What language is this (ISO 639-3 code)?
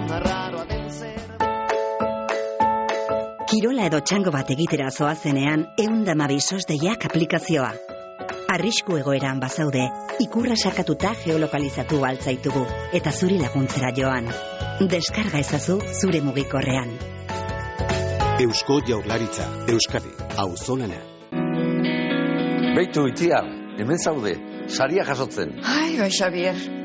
eus